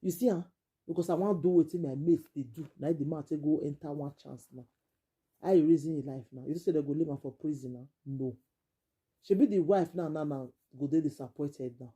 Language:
Nigerian Pidgin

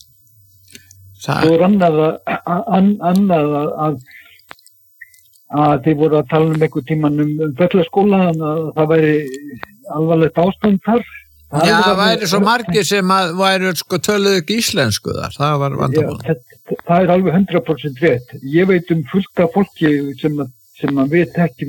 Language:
Icelandic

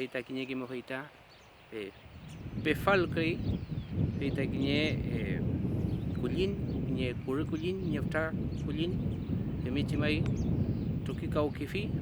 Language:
Mapuche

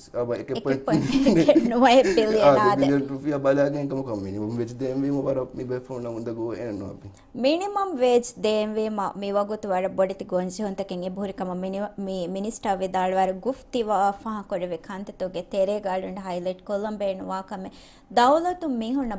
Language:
Divehi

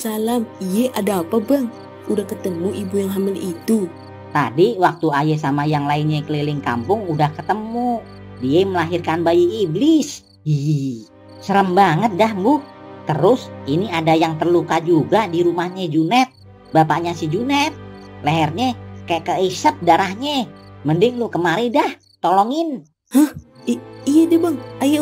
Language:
Betawi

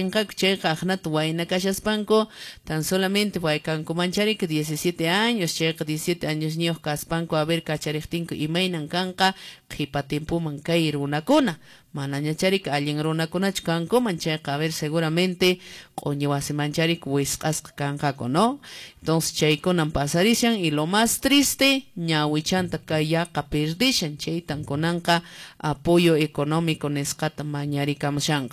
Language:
Quechua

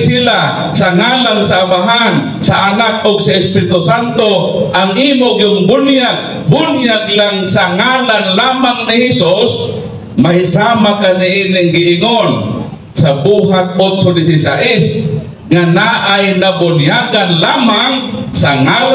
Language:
Cebuano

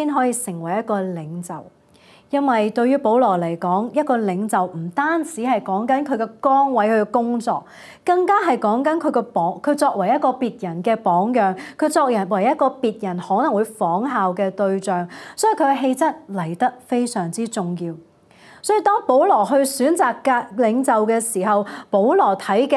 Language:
Cantonese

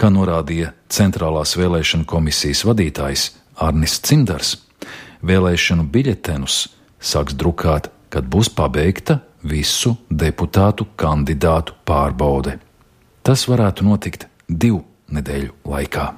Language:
Latvian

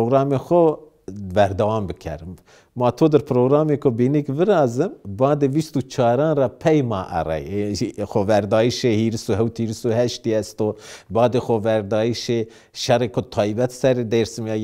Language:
Zaza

